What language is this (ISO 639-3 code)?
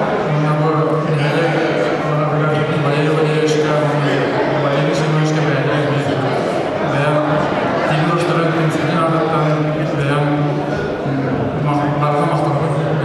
sah